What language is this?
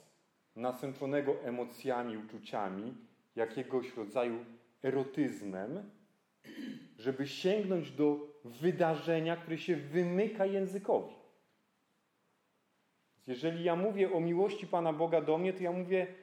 Polish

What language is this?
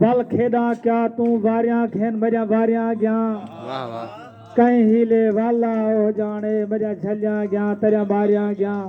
Saraiki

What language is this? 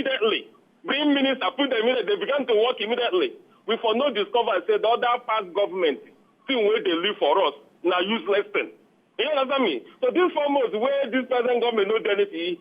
Nigerian Pidgin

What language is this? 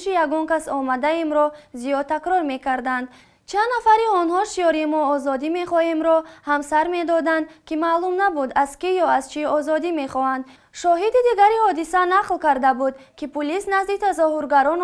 Tajik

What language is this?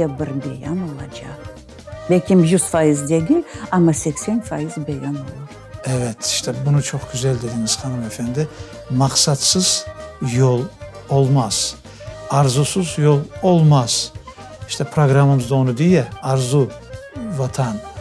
Crimean Tatar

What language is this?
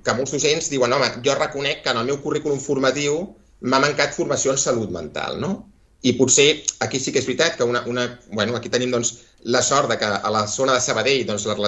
Catalan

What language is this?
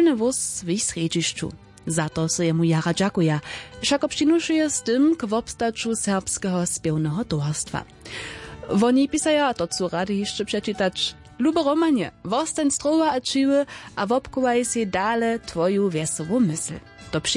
Upper Sorbian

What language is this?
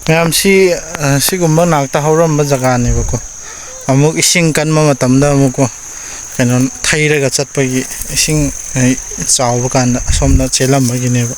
Manipuri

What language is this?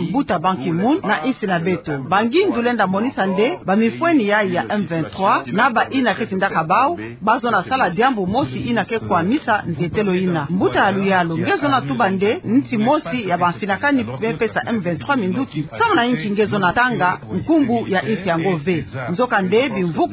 Kituba (Democratic Republic of Congo)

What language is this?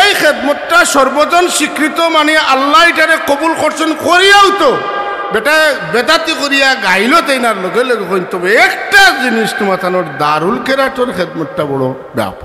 Sylheti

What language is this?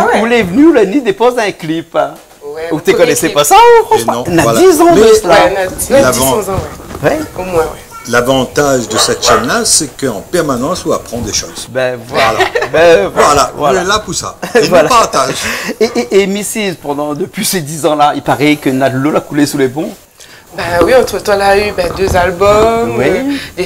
Réunion Creole French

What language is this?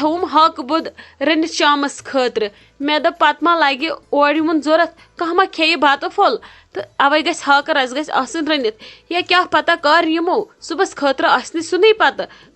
Kashmiri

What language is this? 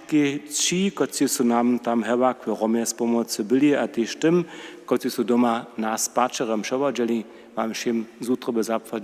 Upper Sorbian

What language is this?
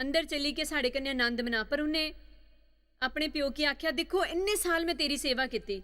Dogri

